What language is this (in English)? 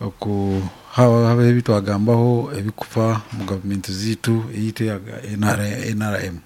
Nyankole